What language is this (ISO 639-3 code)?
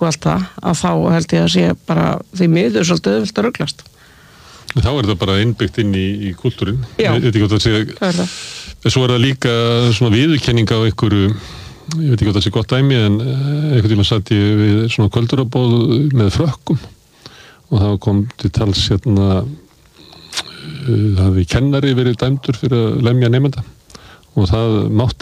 isl